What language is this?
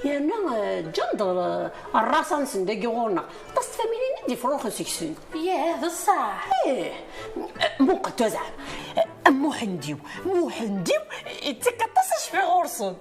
Kabyle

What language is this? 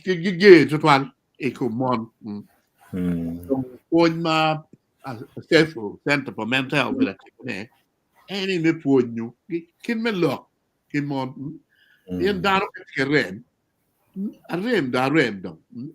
Acoli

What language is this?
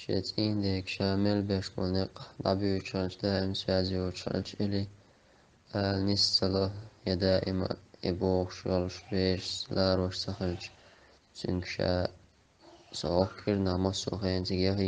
Chechen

